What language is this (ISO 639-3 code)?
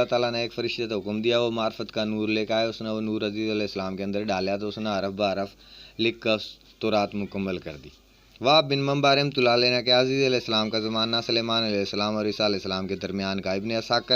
bgc